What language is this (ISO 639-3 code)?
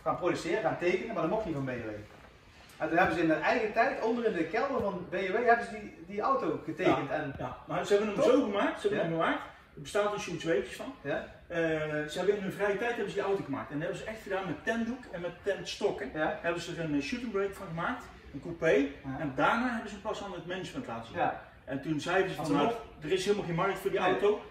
nld